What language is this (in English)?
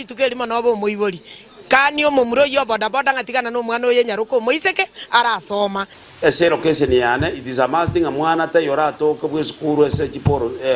Gusii